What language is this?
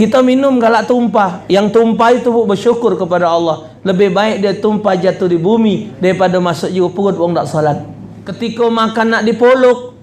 Musi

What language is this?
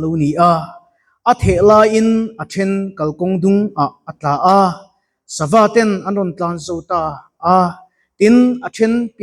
Mizo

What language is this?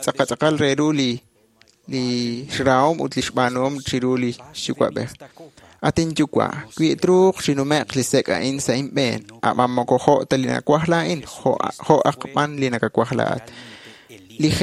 Kekchí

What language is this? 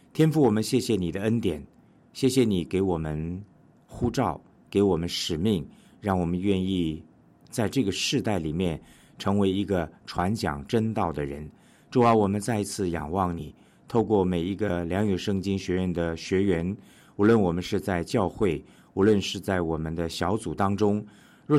Chinese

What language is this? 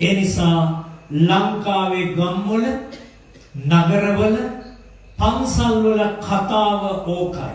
Sinhala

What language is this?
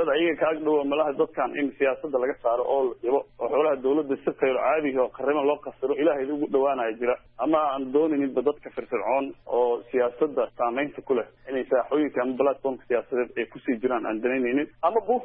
Somali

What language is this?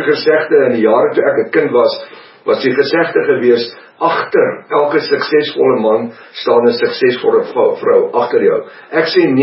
Afrikaans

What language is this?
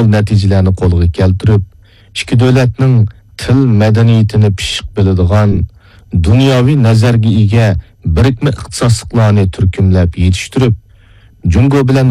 Uyghur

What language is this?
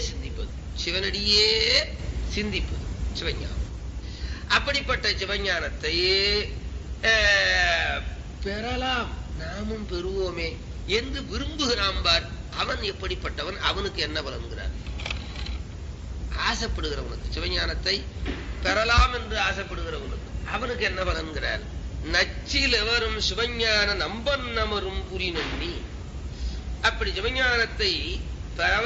Tamil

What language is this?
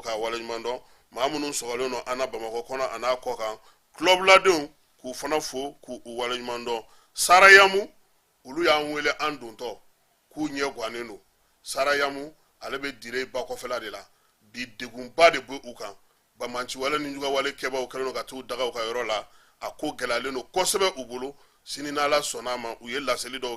Bambara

